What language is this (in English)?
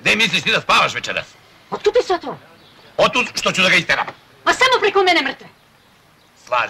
Serbian